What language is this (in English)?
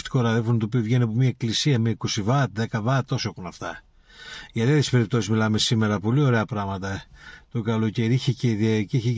Greek